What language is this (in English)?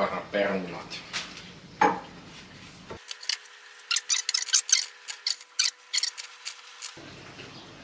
Finnish